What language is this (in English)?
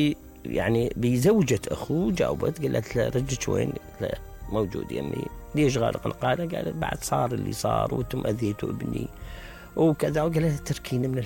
Mesopotamian Arabic